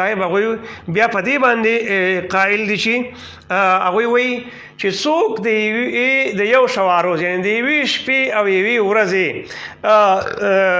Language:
Pashto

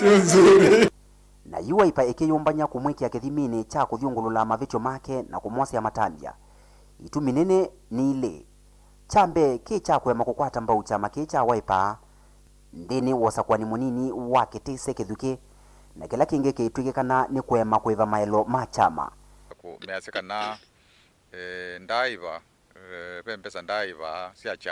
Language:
Kamba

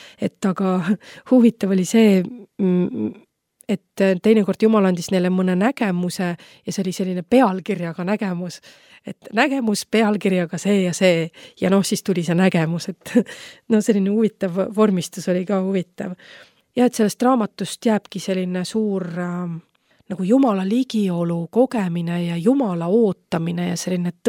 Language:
Estonian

